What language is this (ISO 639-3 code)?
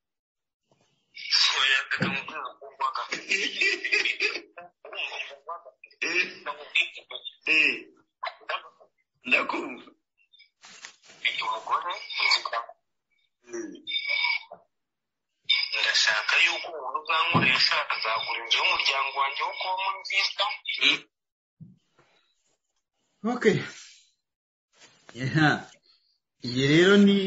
kin